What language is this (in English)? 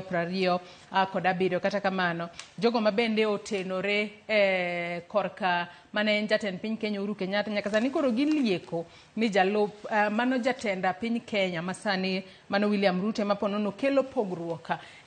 Luo (Kenya and Tanzania)